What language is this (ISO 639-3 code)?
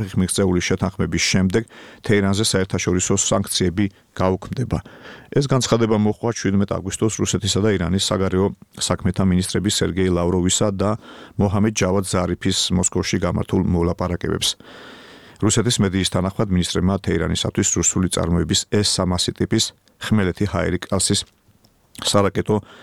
kat